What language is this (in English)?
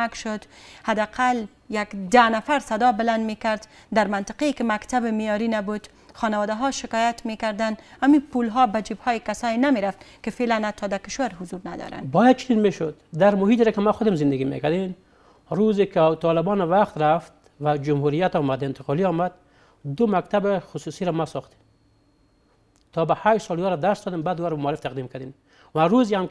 Persian